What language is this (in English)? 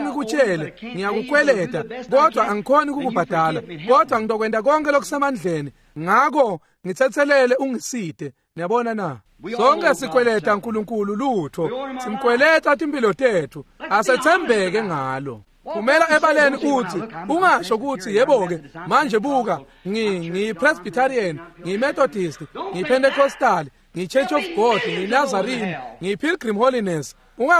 Swati